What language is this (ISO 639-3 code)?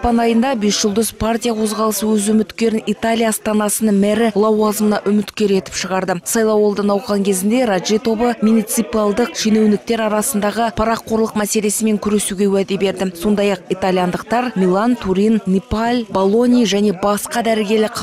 kaz